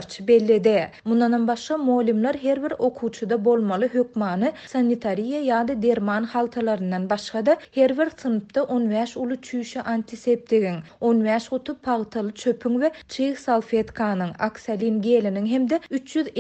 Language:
Turkmen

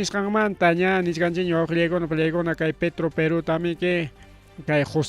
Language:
Ayacucho Quechua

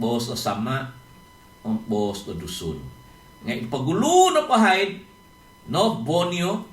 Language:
Central Dusun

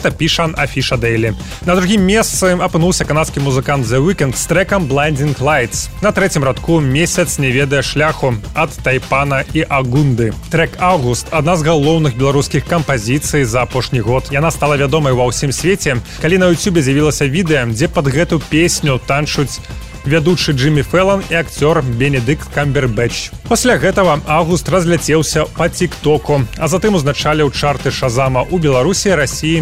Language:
Belarusian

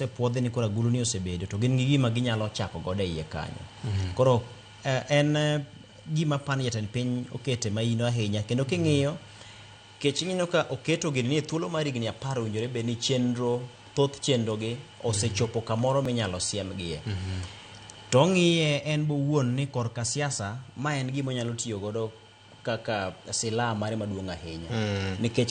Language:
Luo (Kenya and Tanzania)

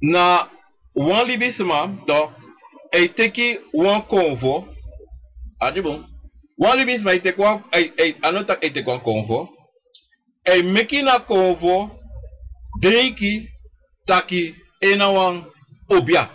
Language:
Sranan Tongo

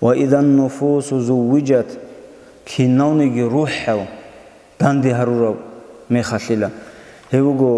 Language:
Avaric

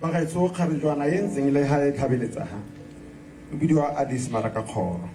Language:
Tswana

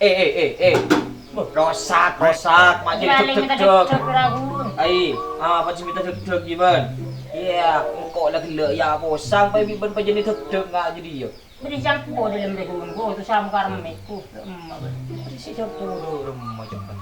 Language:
Madurese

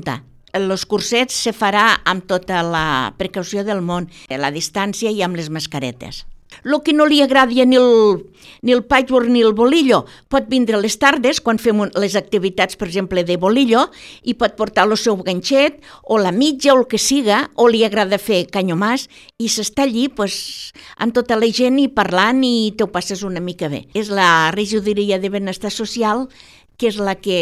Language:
Catalan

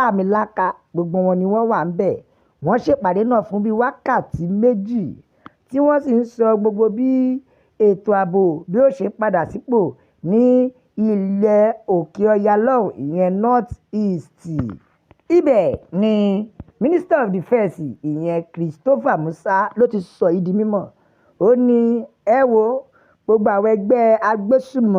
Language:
Yoruba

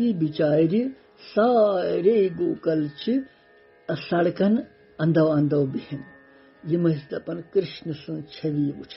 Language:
Kashmiri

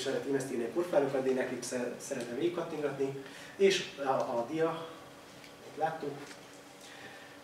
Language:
Hungarian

